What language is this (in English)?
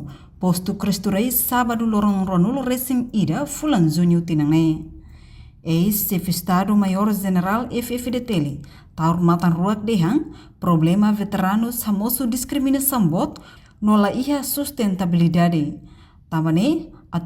Tetum